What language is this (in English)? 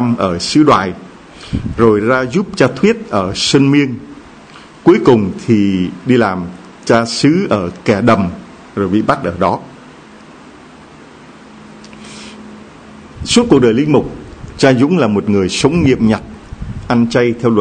Vietnamese